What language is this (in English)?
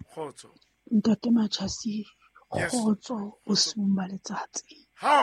Southern Sotho